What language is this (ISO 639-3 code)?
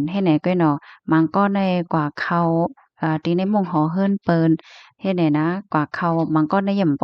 shn